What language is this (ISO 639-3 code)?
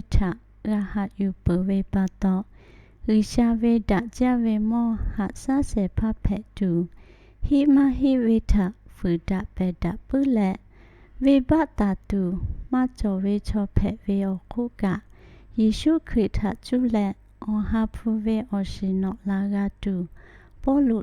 lhu